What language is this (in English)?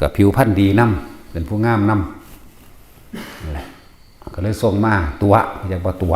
Northeastern Thai